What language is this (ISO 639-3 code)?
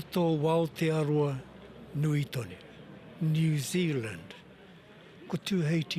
mri